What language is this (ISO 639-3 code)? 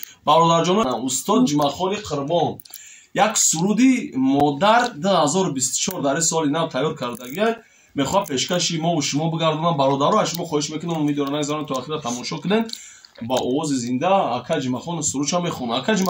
tgk